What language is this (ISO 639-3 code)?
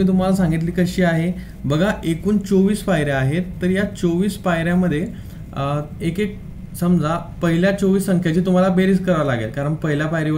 mar